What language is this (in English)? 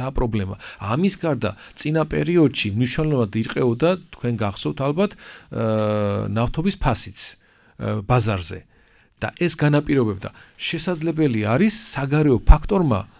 Georgian